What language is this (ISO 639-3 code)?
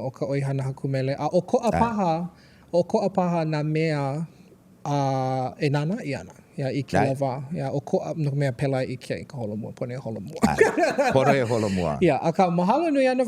haw